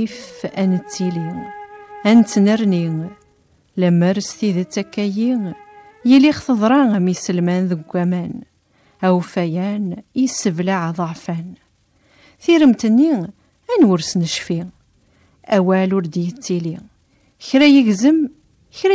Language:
Kabyle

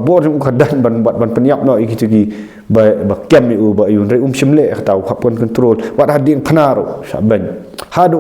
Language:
Khasi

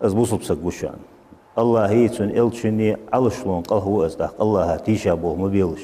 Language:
Ingush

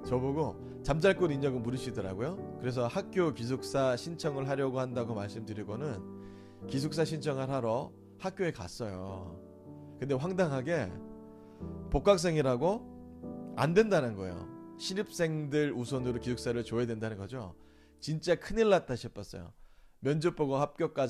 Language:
Korean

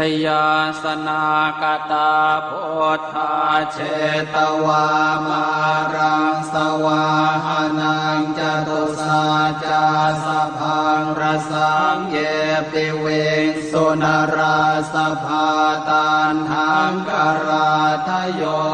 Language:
Pali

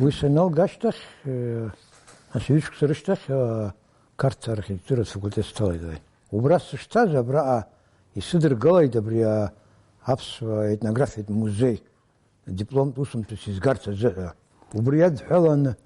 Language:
Abkhazian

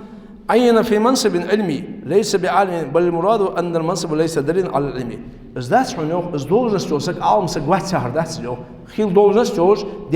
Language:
Ingush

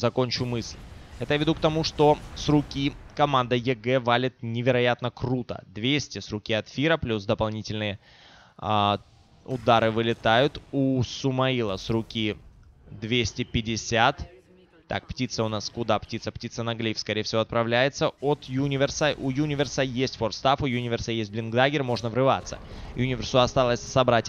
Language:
Russian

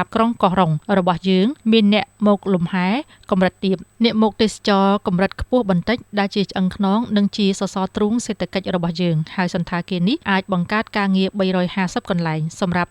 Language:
Khmer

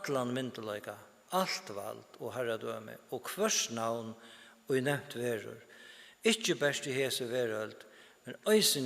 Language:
Faroese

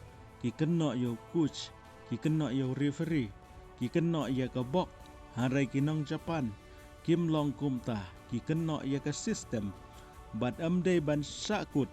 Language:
Khasi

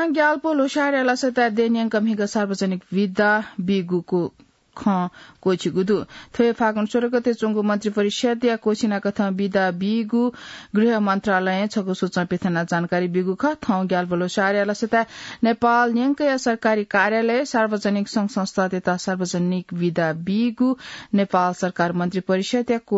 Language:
Newari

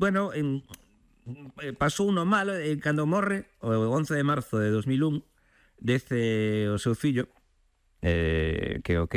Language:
Galician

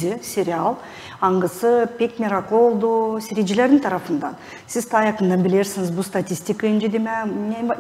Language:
Gagauz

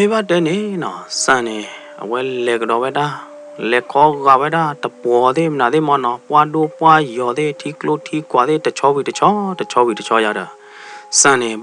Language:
S'gaw Karen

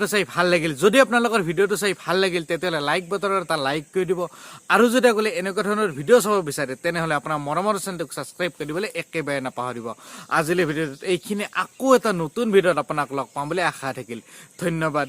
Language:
Assamese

